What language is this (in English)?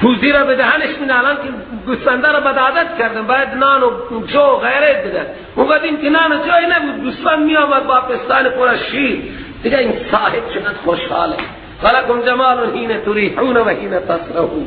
Persian